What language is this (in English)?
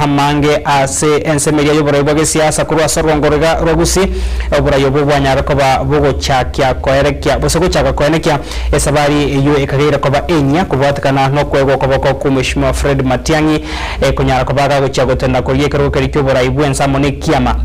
Gusii